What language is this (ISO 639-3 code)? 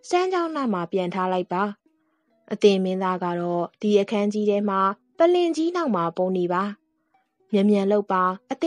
mya